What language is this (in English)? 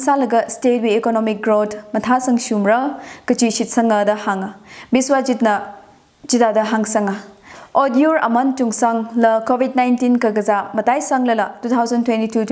Tangkhul Naga (India)